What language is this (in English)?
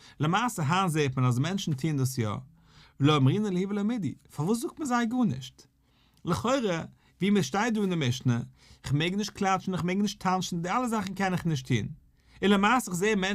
Yiddish